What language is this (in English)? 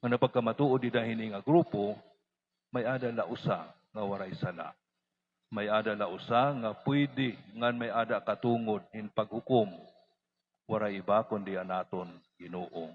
Waray